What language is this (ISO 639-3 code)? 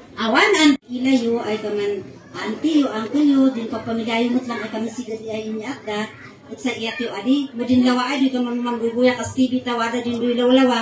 kne